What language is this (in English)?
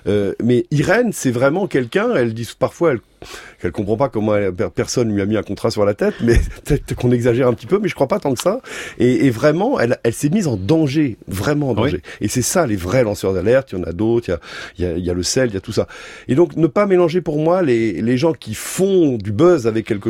French